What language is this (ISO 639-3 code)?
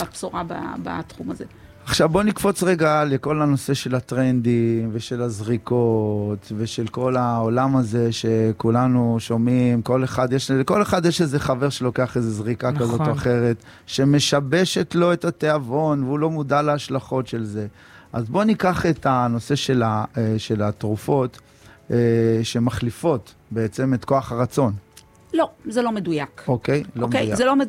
heb